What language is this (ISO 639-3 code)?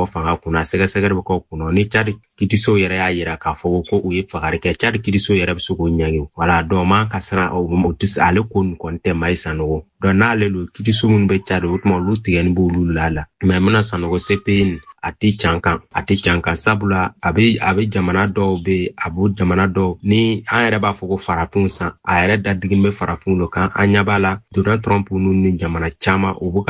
bam